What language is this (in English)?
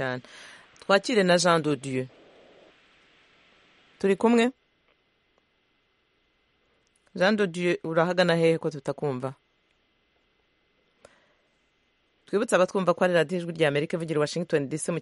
Kinyarwanda